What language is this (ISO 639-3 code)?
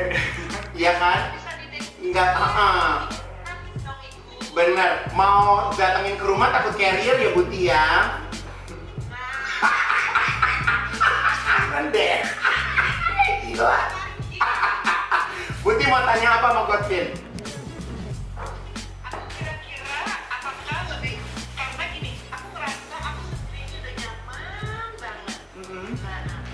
ind